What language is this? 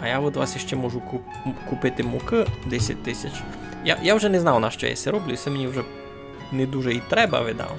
Rusyn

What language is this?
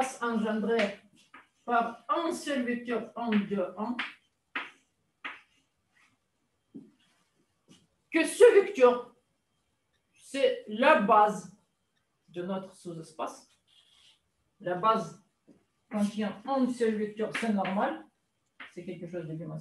French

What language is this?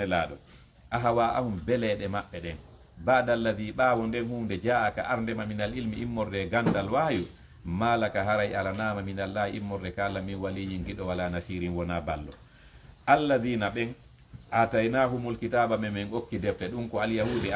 Fula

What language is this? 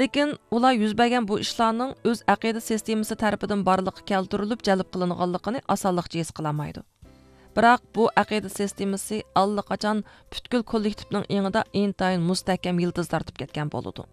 Uyghur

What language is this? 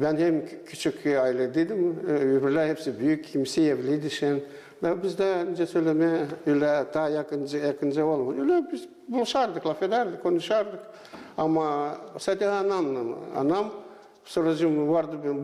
Gagauz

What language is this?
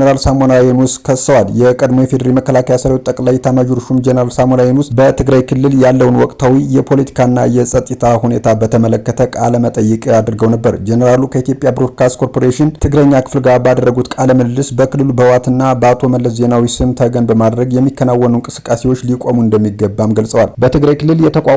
Amharic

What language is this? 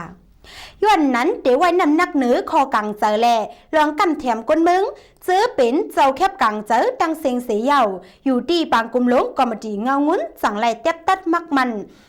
Shan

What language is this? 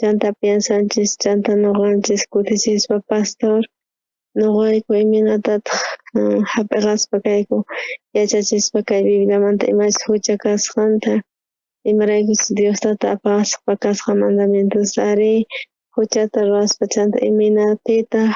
South Bolivian Quechua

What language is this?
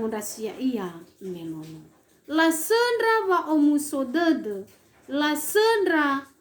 Nias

